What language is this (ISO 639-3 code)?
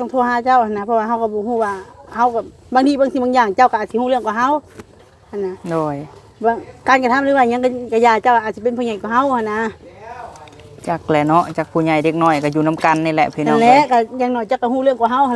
lao